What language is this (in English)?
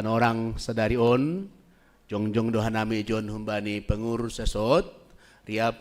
Batak Simalungun